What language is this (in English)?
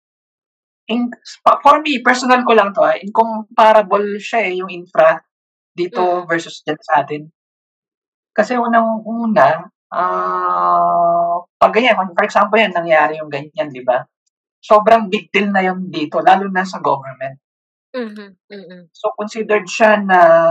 Filipino